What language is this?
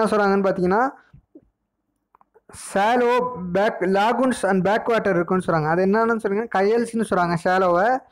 Tamil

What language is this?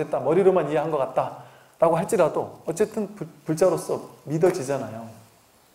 Korean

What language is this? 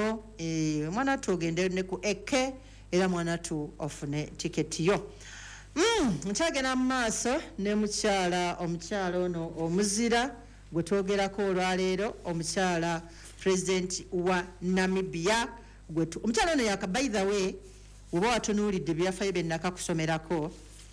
Ganda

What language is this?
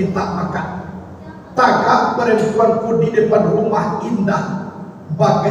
Minangkabau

